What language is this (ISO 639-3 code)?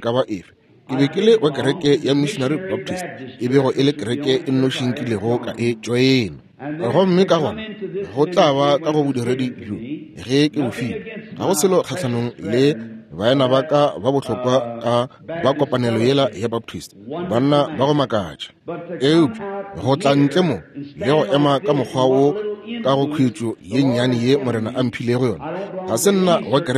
nso